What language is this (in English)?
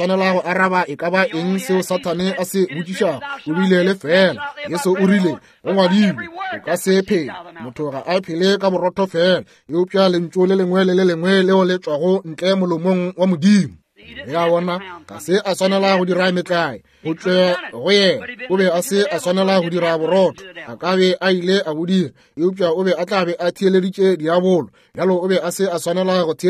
Northern Sotho